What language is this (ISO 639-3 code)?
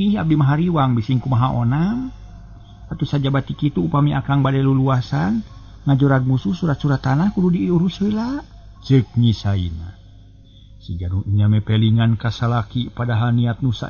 sun